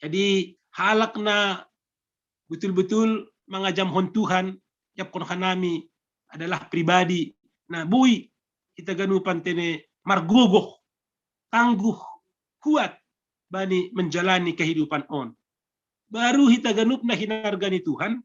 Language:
Batak Simalungun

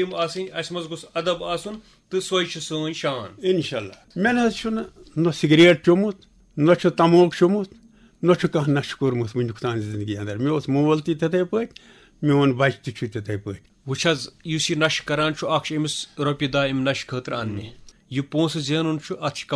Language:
Kashmiri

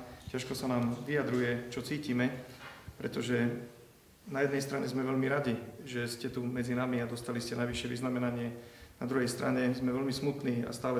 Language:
Slovak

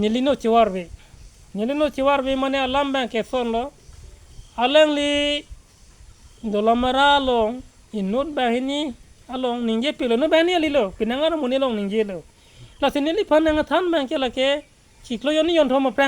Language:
Karbi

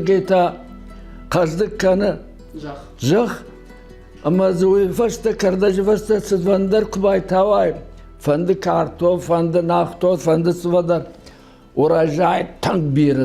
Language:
Ossetic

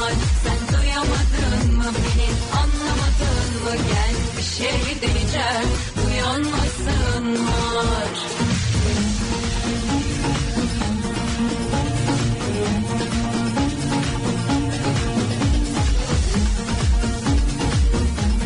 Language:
Turkish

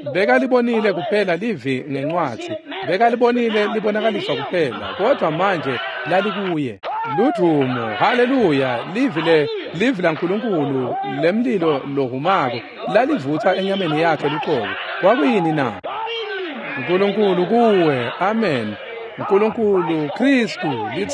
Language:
Swati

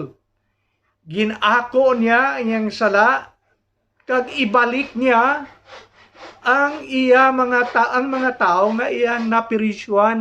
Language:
Hiligaynon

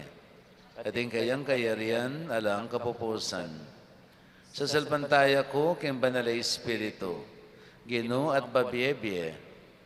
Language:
Pampanga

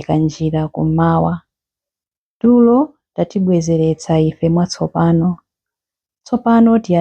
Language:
Nyanja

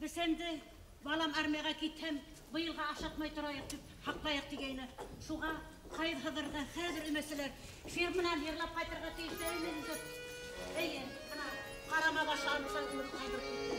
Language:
Bashkir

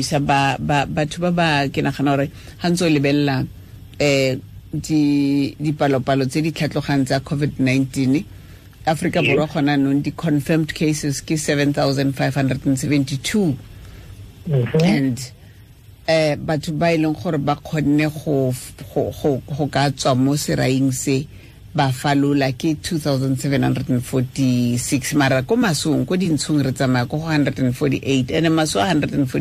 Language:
Tswana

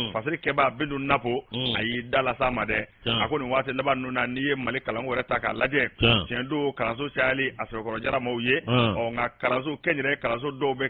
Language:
Bambara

